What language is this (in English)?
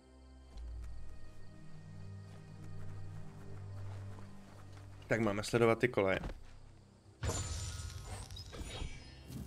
Czech